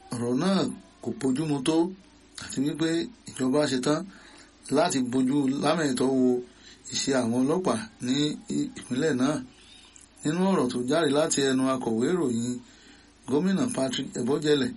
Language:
Yoruba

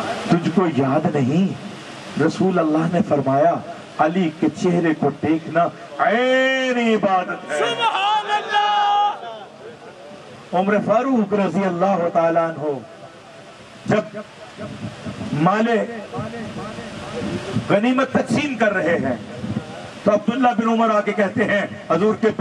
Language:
Urdu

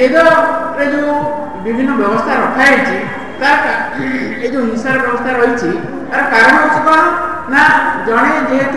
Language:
Odia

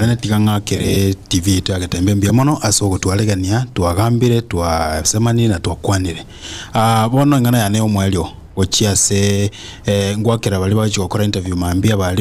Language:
Gusii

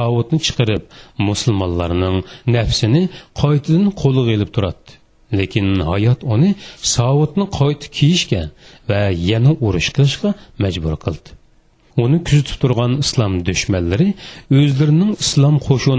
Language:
Uyghur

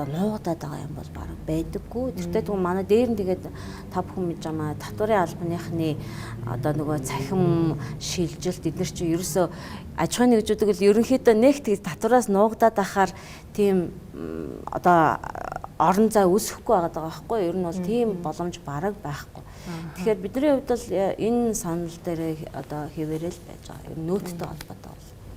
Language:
Mongolian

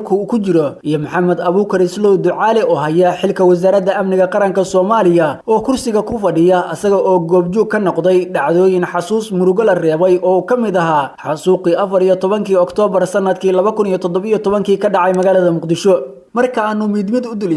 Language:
Somali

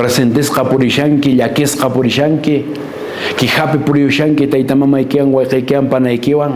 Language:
Quechua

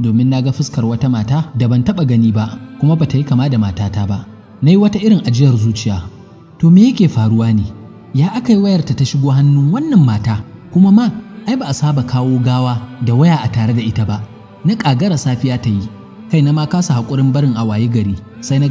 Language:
Hausa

